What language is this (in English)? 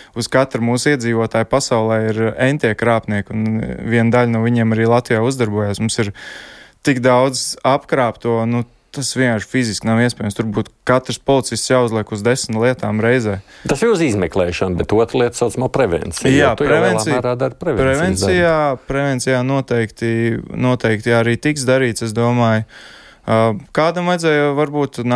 Latvian